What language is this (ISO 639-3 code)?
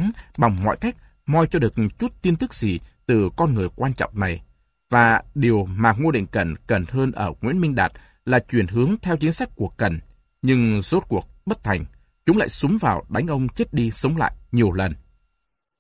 vie